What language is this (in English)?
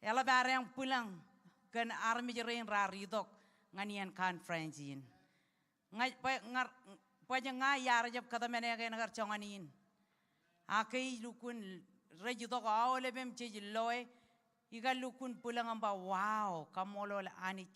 Marshallese